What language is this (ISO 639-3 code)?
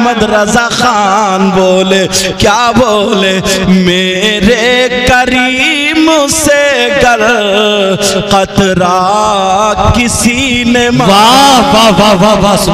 urd